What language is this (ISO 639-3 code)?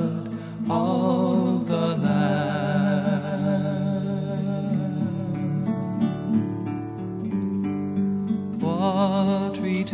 est